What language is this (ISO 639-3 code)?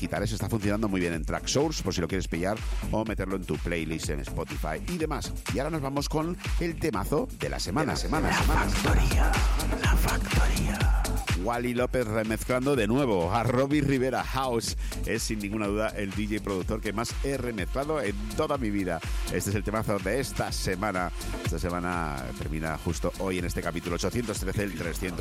spa